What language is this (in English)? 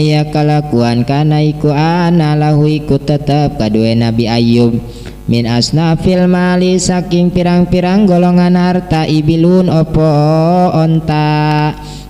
Sundanese